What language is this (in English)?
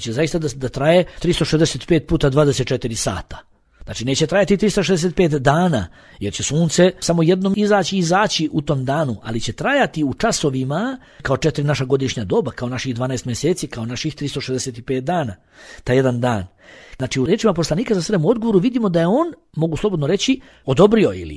Bosnian